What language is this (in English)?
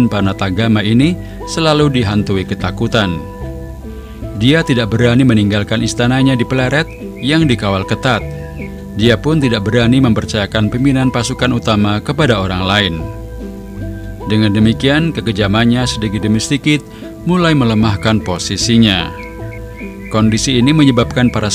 Indonesian